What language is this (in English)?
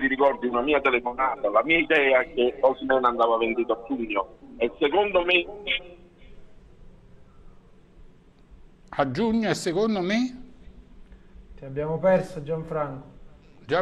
Italian